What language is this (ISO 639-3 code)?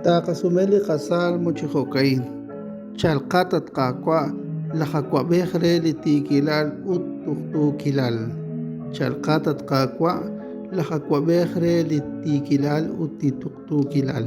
kek